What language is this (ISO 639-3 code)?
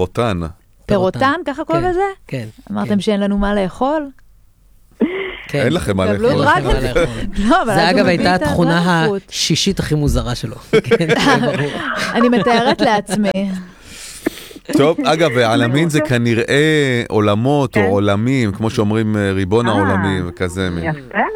heb